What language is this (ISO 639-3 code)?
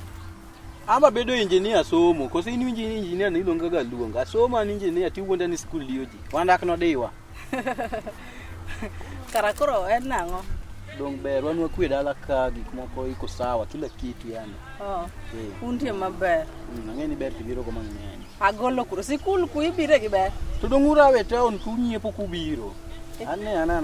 luo